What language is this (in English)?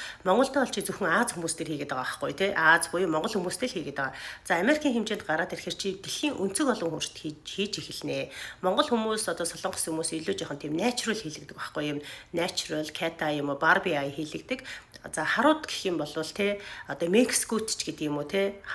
Mongolian